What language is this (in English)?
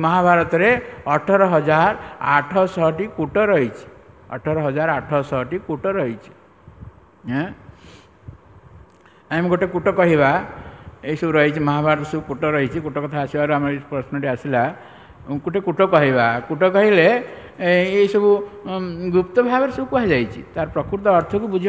Odia